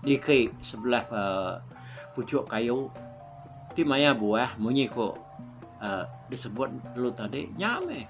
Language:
Iban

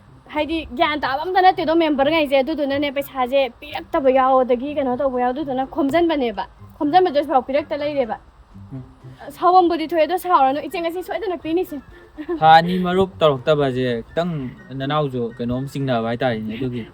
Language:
Manipuri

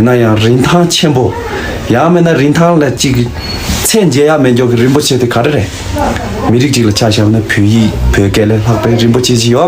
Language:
Tibetan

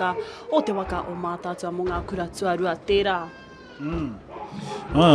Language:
Māori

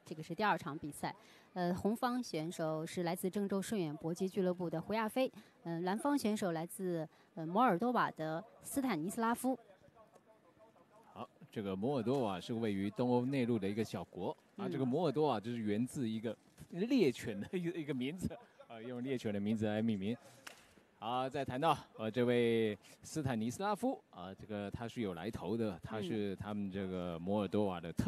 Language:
Chinese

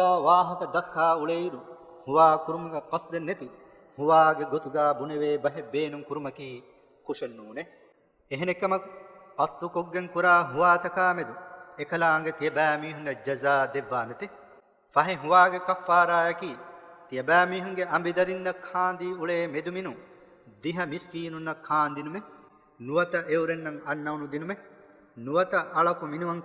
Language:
Divehi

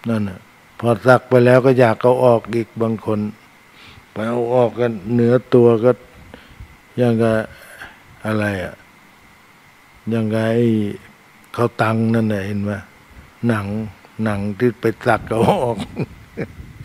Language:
Thai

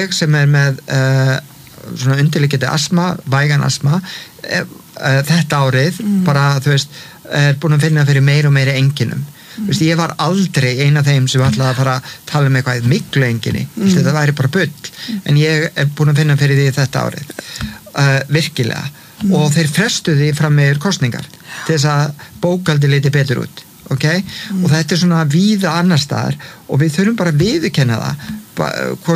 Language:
Icelandic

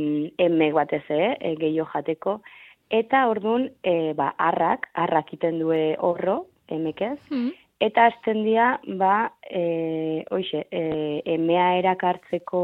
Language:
Basque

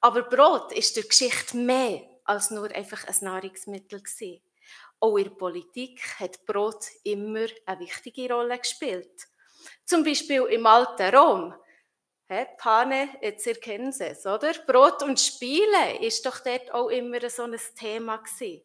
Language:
Swiss German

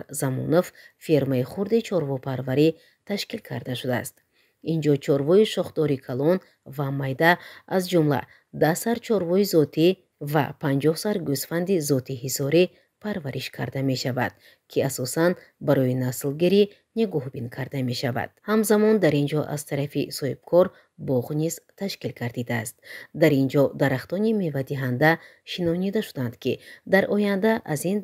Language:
Tajik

